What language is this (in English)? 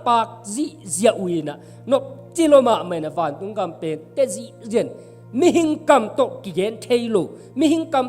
Tedim Chin